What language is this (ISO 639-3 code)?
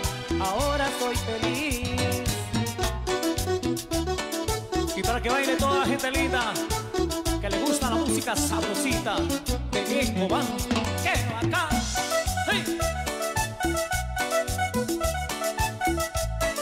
spa